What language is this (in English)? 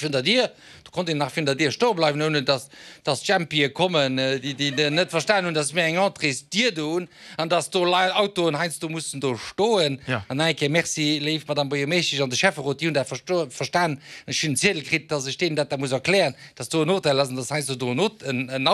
Luxembourgish